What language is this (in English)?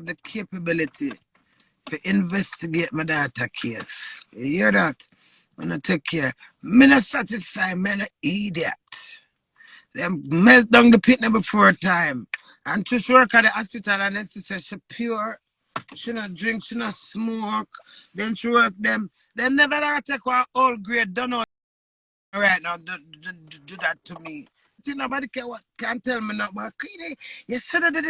Jamaican Creole English